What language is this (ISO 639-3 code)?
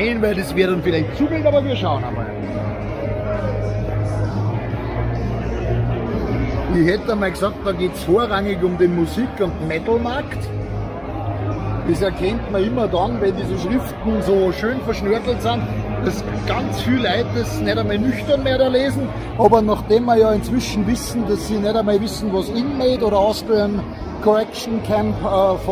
deu